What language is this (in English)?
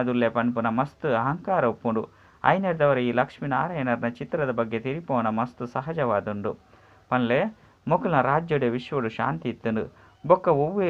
Tulu